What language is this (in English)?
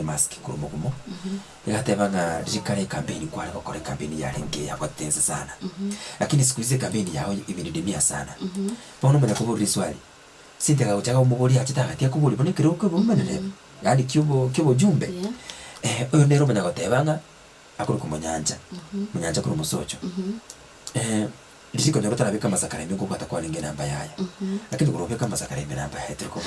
Gusii